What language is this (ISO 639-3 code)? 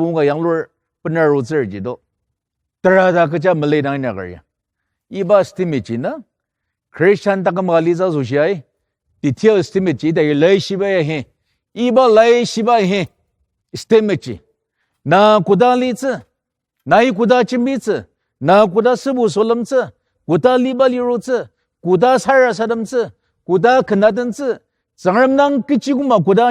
njo